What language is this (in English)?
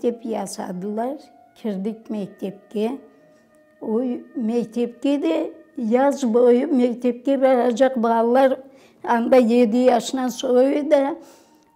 Crimean Tatar